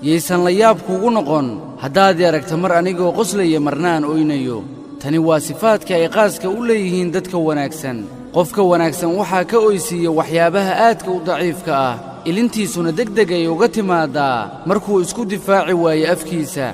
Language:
Somali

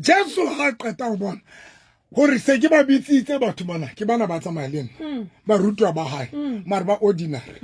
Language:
Southern Sotho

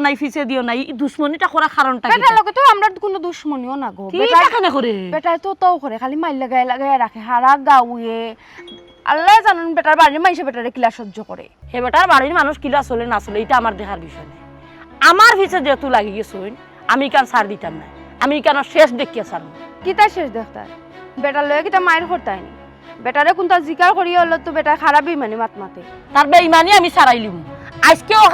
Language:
Sylheti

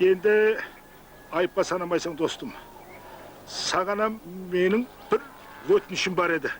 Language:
Kara-Kalpak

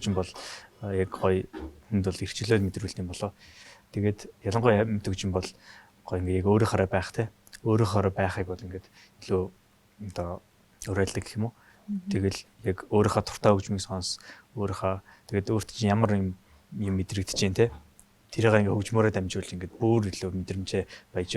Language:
Mongolian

